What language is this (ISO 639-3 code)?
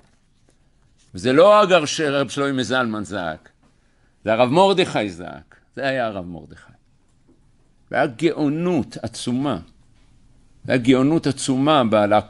heb